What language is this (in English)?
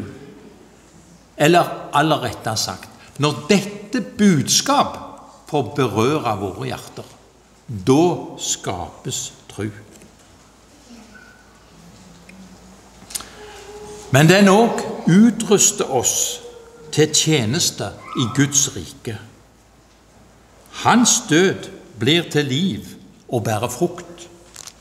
Norwegian